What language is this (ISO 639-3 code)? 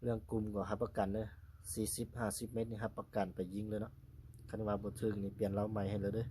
lao